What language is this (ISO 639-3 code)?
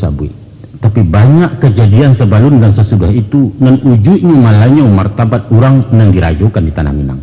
min